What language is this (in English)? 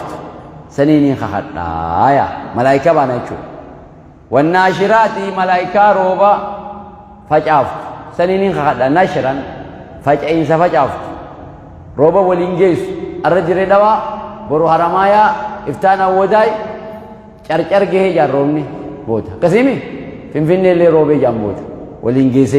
Oromo